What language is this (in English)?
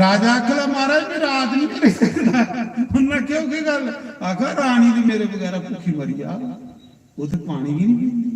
Dogri